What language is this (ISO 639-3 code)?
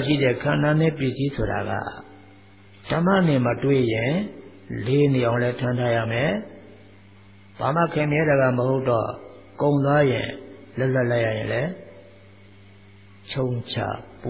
mya